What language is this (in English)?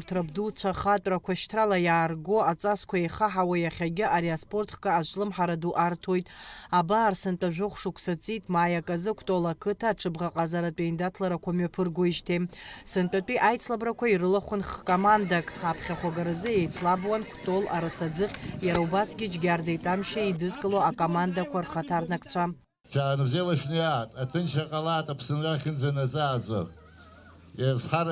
Abkhazian